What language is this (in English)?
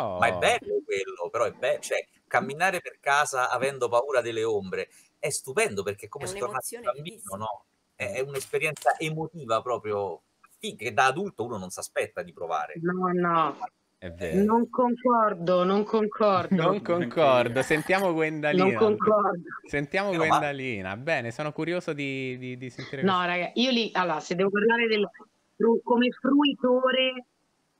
Italian